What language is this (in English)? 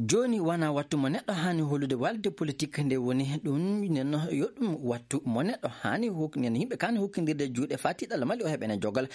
Maasina Fulfulde